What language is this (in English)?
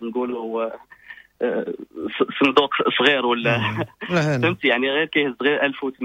Moroccan Arabic